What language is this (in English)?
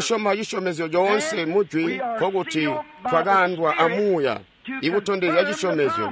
Tonga (Zambia)